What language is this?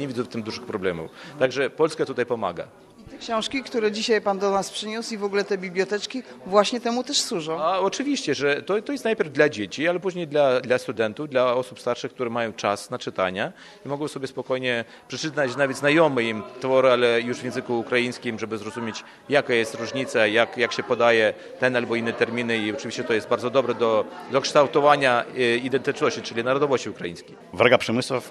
Polish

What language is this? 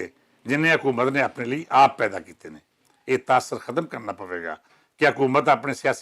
Western Panjabi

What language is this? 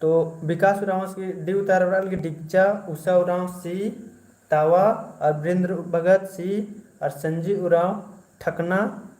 Kurukh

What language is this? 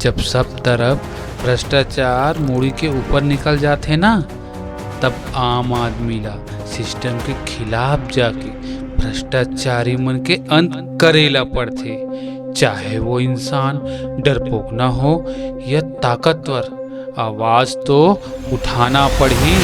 Chhattisgarhi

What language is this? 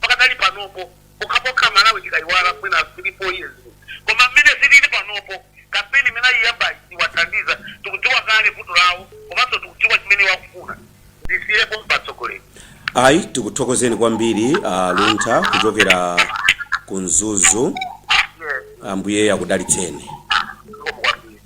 Nyanja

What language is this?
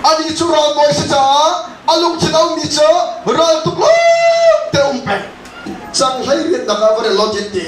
Hakha Chin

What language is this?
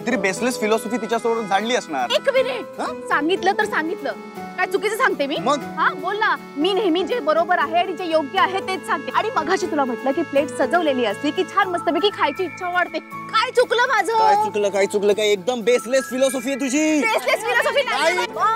Marathi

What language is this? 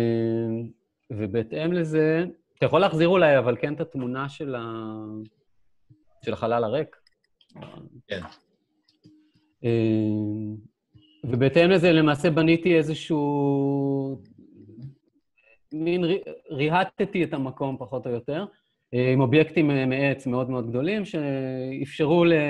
Hebrew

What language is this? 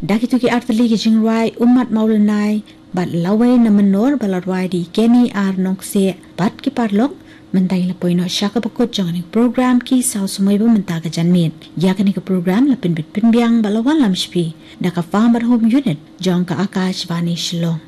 Khasi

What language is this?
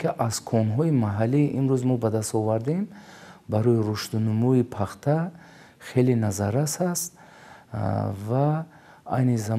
Tajik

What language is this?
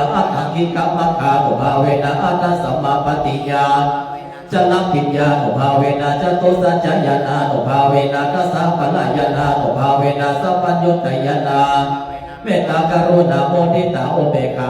Pali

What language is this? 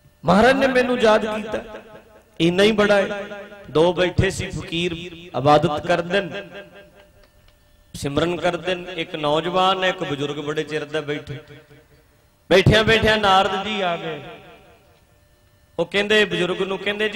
Punjabi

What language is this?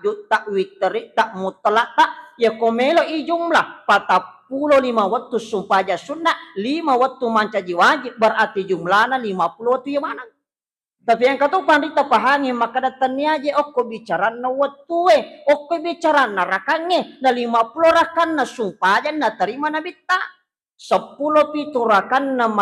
Buginese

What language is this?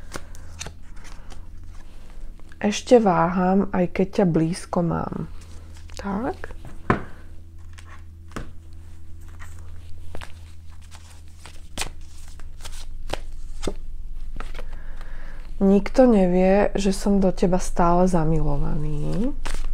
Slovak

